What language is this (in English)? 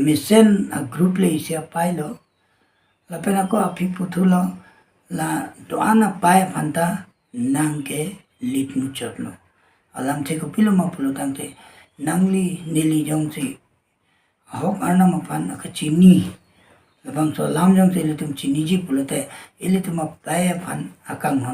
Karbi